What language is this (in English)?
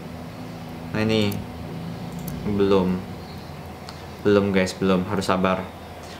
Indonesian